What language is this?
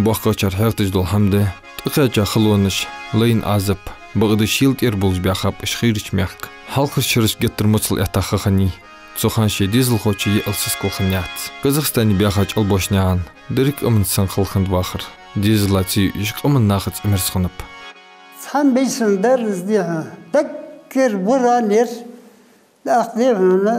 Ingush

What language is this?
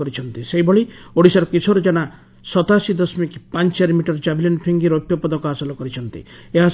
Odia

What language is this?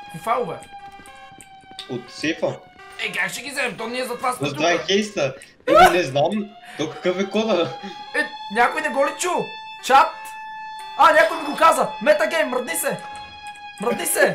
Bulgarian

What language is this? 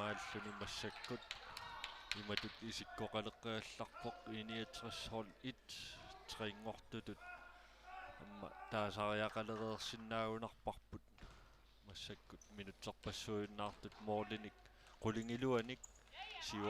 Kalaallisut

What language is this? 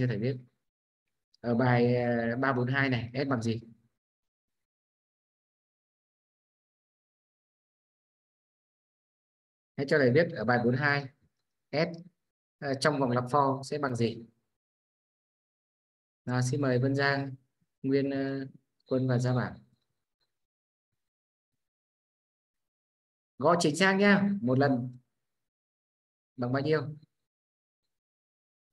Vietnamese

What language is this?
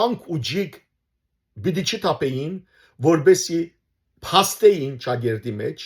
Western Armenian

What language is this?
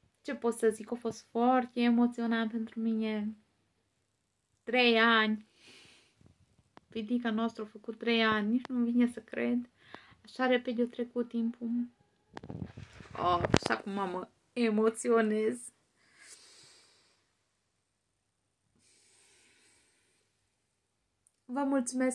Romanian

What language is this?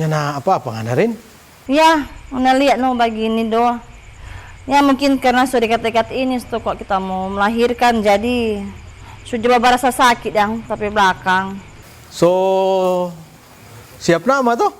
Manado Malay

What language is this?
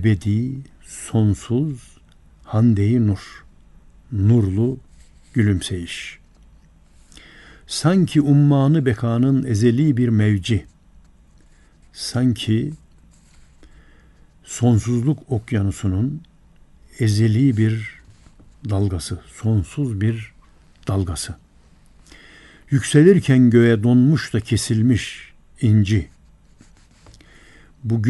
Turkish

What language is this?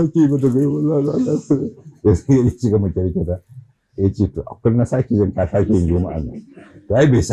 Hausa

